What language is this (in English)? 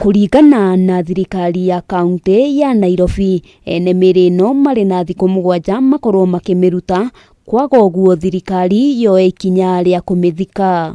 Kikuyu